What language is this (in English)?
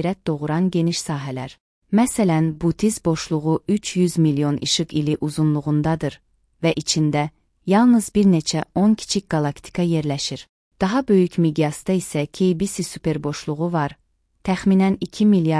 Azerbaijani